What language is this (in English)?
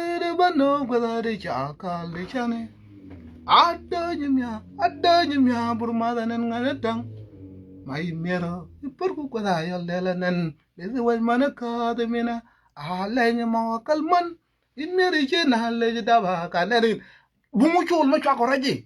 Nuer